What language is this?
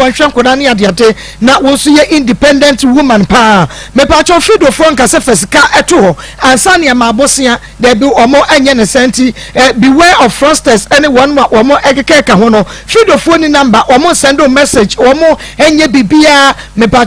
Akan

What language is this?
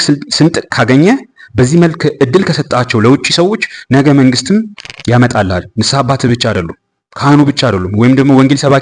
Amharic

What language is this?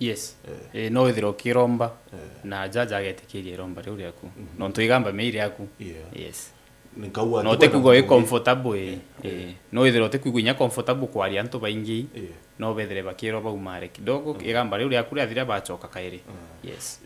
Meru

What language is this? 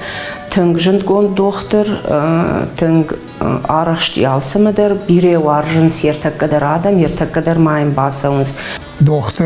Ossetic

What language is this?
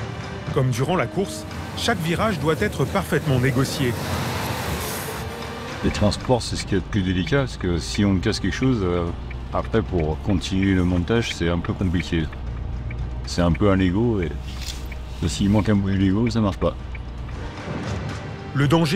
French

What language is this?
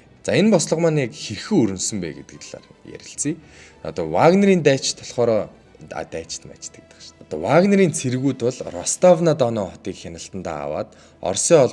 Mongolian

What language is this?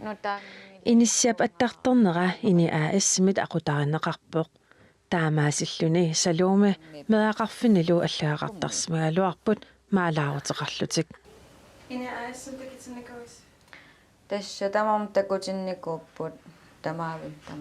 Kalaallisut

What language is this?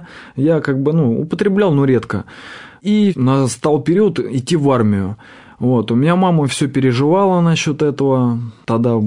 Russian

